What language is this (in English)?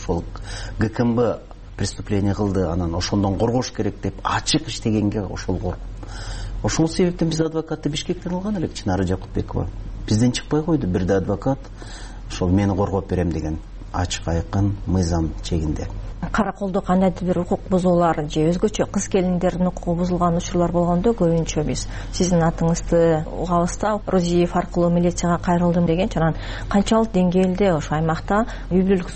Kyrgyz